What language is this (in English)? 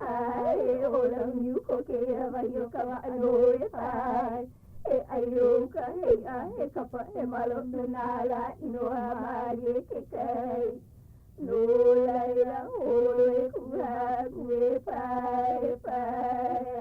Hawaiian